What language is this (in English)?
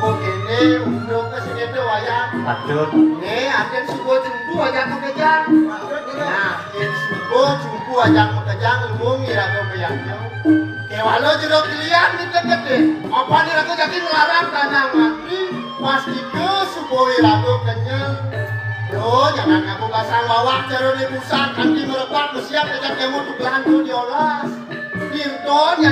Balinese